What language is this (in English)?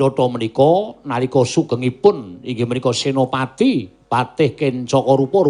Javanese